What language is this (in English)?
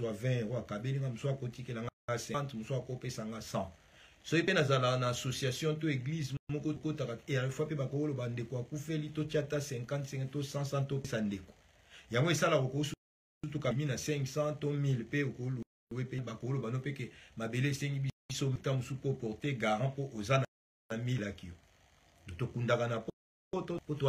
Lingala